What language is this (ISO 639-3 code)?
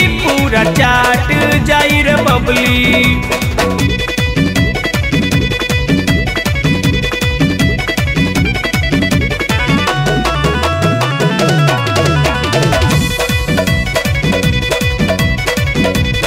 bho